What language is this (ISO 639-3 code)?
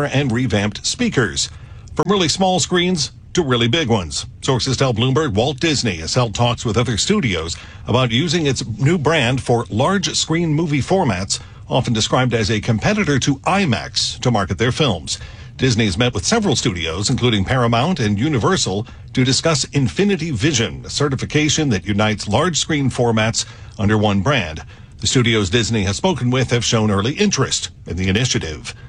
eng